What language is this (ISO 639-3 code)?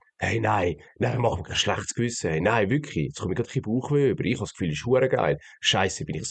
gsw